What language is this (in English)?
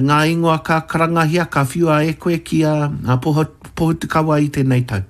Māori